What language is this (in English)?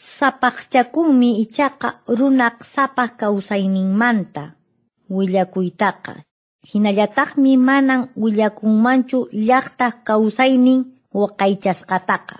Quechua